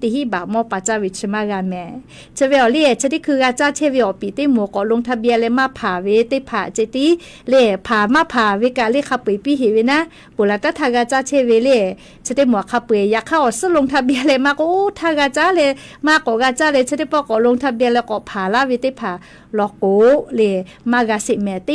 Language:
Lahu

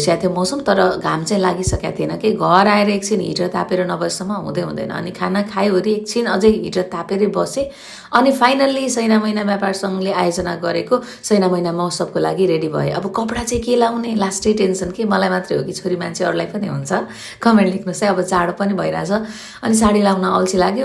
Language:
Nepali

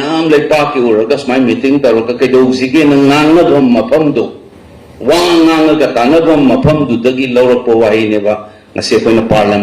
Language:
Manipuri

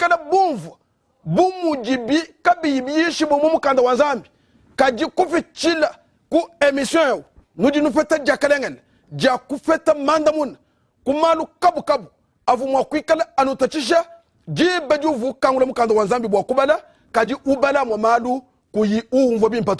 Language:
Luba-Lulua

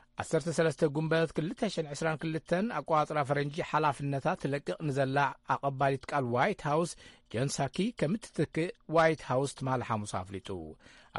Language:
Tigrinya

